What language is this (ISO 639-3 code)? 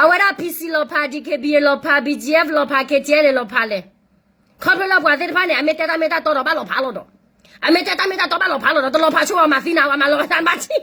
ksw